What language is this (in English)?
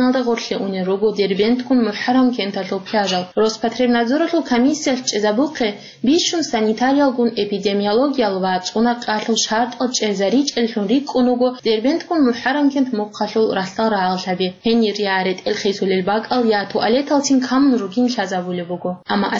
Avaric